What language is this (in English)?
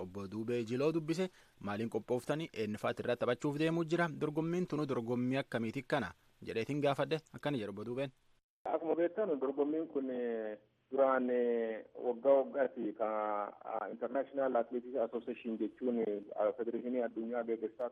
Oromo